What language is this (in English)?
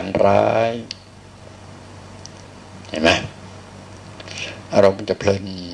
Thai